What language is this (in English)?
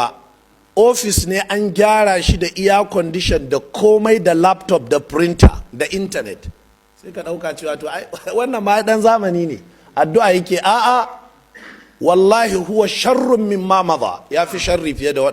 Hausa